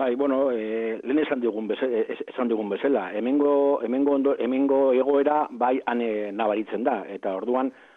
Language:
Basque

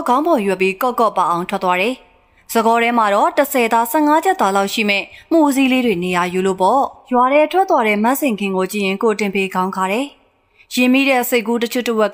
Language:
Burmese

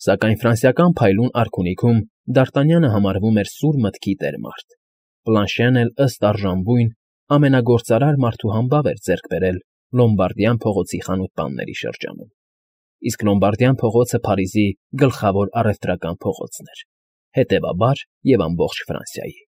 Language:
Armenian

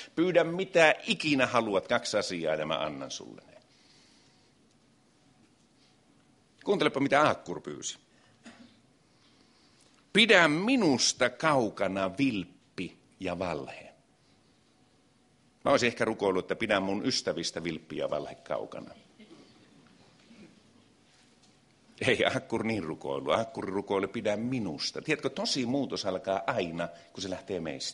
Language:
Finnish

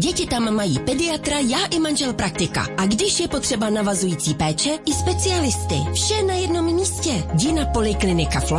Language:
Czech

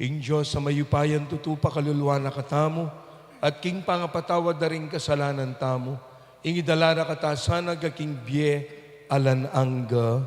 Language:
Pampanga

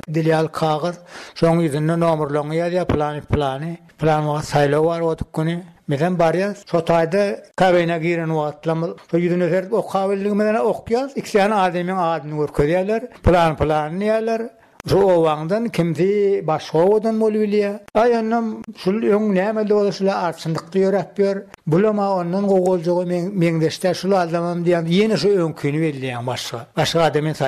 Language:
Turkmen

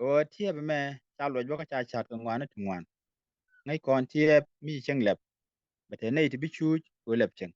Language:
Nuer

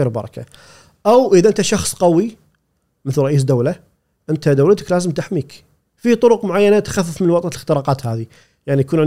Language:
Gulf Arabic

